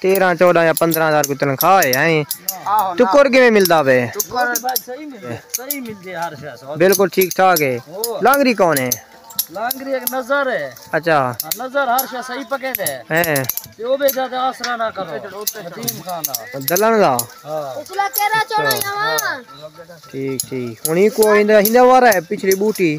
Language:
Saraiki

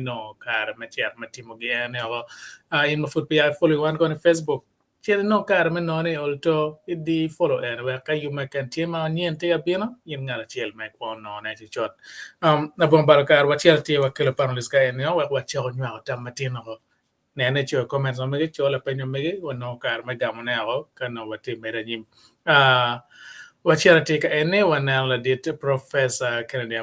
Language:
Acoli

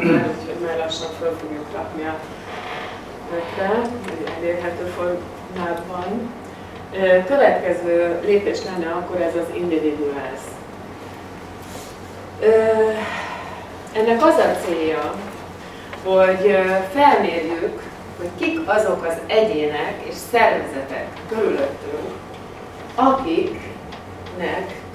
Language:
Hungarian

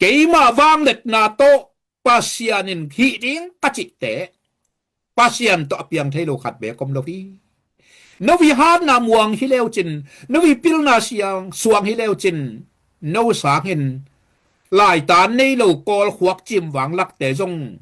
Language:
Tedim Chin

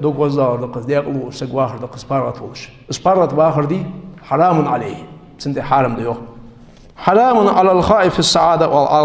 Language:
Ingush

